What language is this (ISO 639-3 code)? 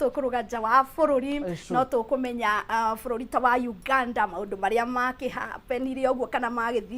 kik